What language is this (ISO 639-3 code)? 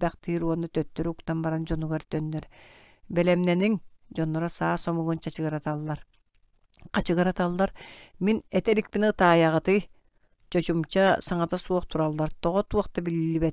sah